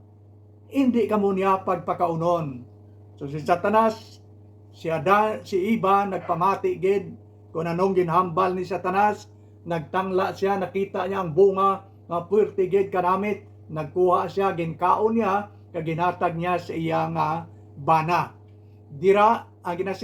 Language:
Hiligaynon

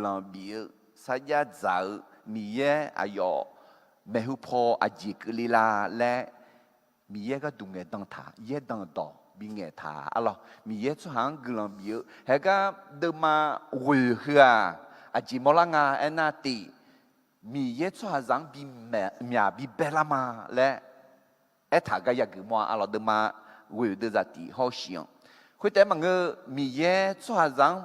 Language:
Akha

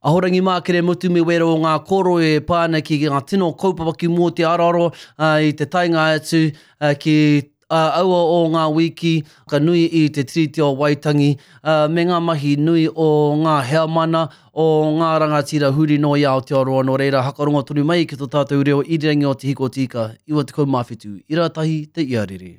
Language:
Māori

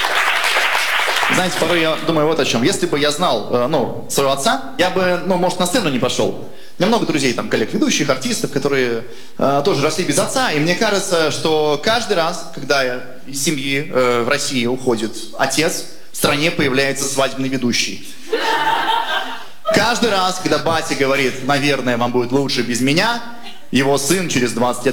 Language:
Russian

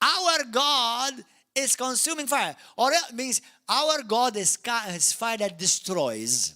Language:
English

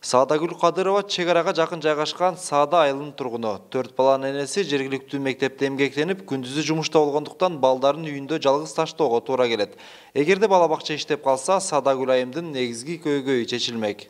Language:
Kyrgyz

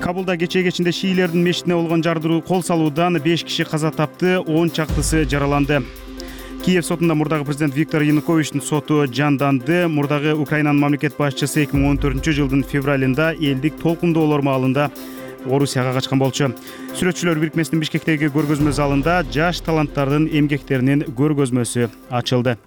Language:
Kyrgyz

